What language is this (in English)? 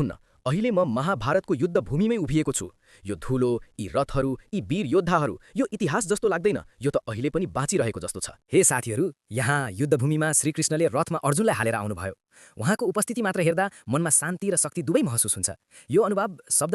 Nepali